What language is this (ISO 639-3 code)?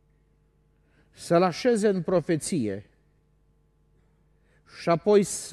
ron